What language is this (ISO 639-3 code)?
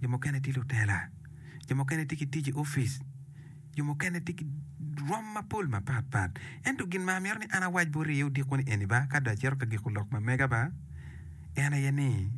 ach